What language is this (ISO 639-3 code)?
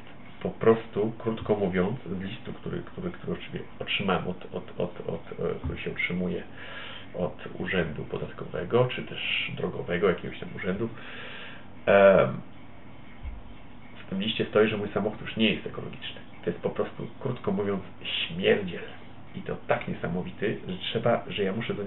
pol